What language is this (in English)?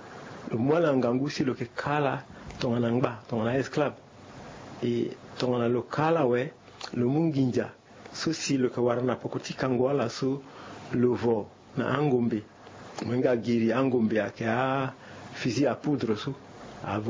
Sango